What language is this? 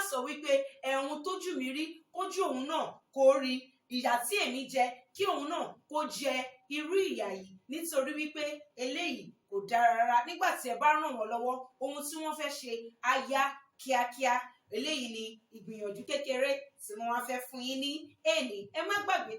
Yoruba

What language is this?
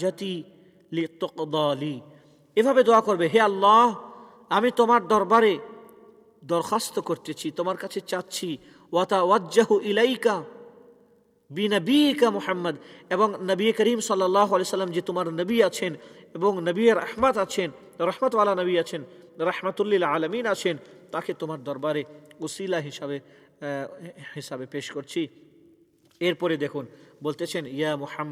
Bangla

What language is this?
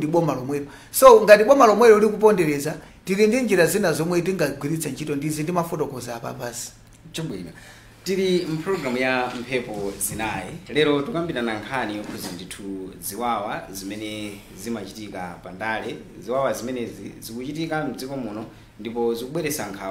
Nyanja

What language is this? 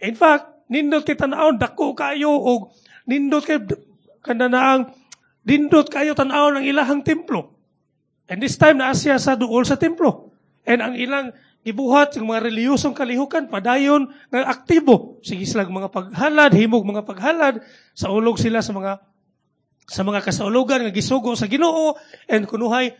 Cebuano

